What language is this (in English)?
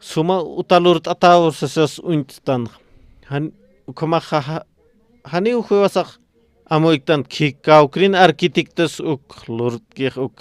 Aymara